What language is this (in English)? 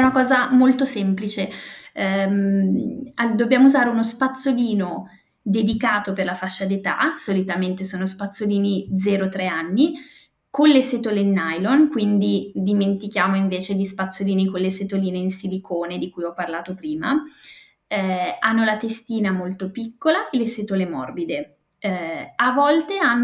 Italian